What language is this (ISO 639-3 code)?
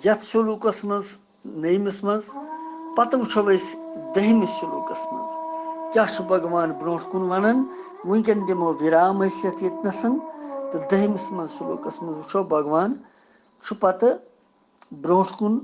kas